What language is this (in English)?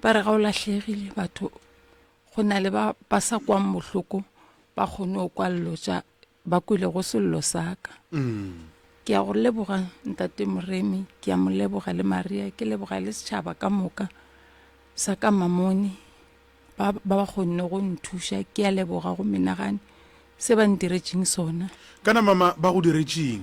Northern Sotho